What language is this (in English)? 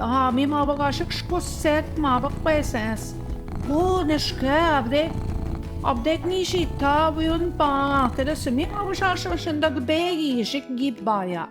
Central Ojibwa